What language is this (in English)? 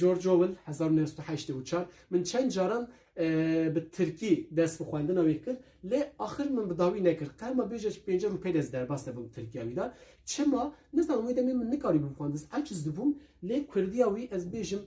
Kurdish